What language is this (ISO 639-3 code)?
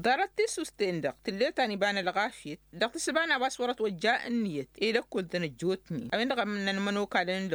taq